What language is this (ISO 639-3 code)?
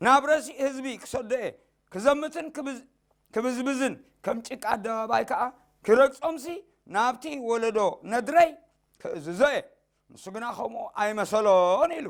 tir